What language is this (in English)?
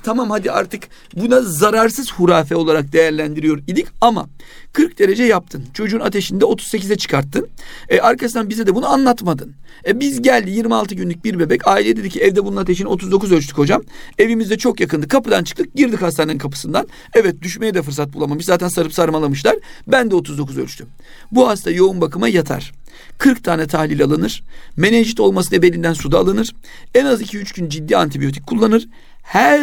Turkish